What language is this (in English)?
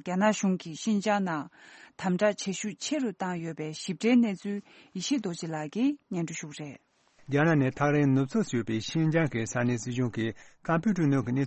Tibetan